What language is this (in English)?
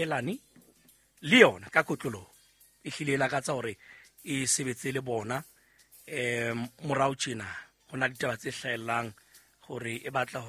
Southern Sotho